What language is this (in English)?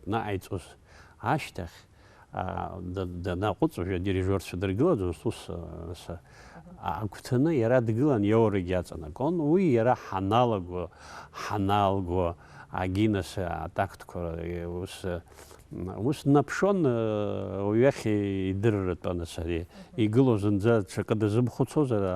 Abkhazian